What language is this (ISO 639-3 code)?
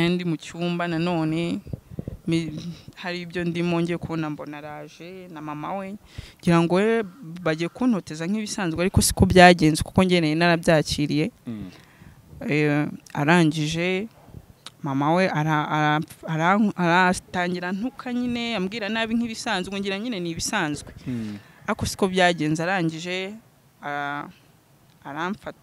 kin